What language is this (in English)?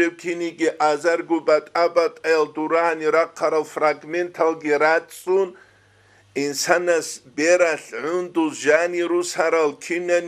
Avaric